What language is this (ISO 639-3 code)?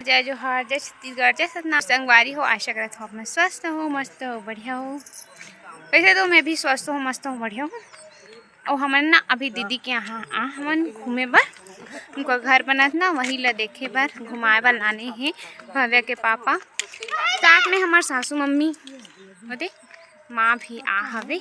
hne